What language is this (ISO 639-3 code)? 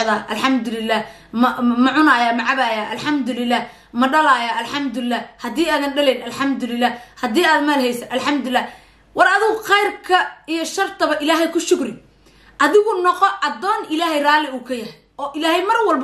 som